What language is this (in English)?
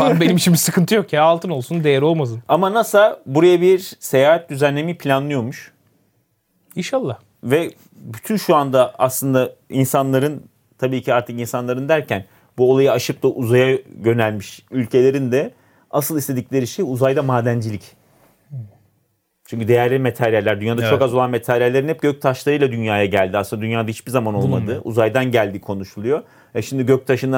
Turkish